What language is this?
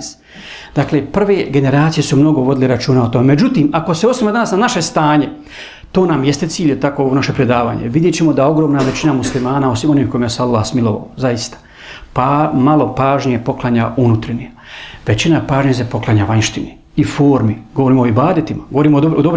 Bosnian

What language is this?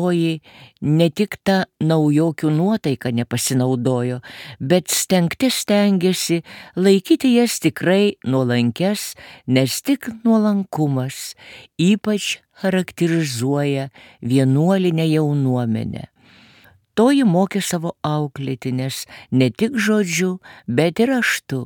Lithuanian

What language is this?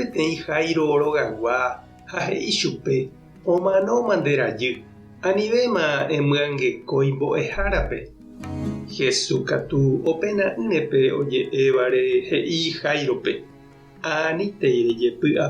Guarani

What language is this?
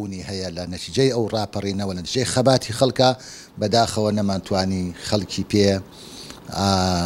Central Kurdish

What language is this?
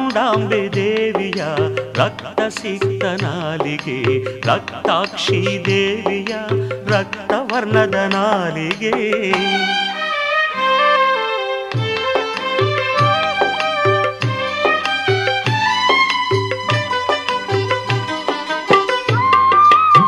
Kannada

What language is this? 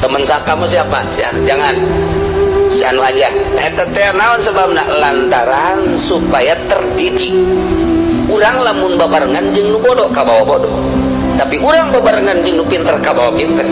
Sundanese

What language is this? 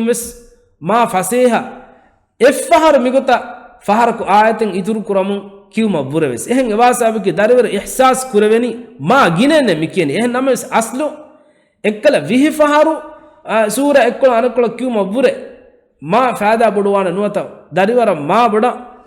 Divehi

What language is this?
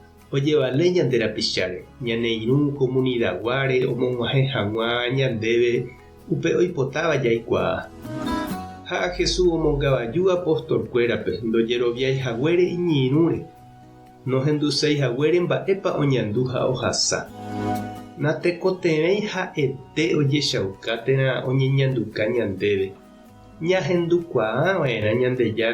Guarani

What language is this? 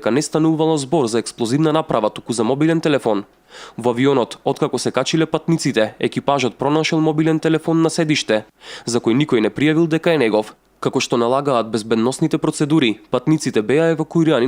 Macedonian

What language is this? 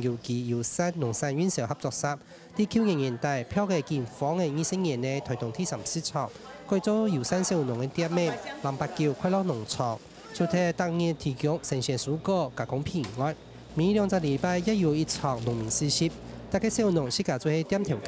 Hakka Chinese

